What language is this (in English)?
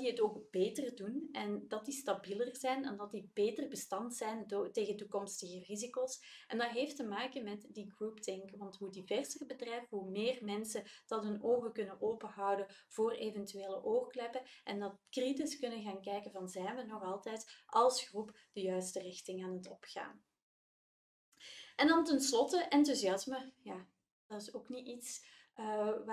Dutch